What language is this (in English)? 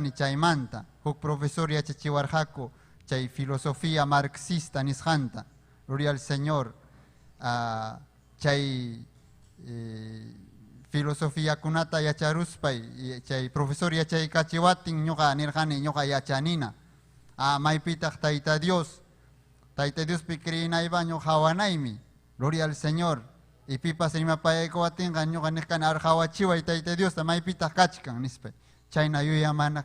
Ayacucho Quechua